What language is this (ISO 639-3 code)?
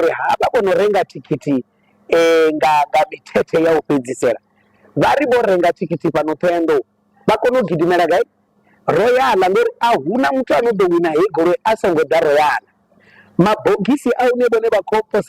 ven